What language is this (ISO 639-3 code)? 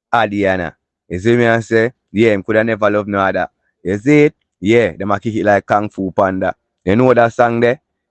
jam